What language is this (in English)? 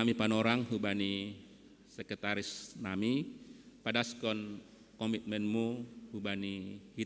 Batak Simalungun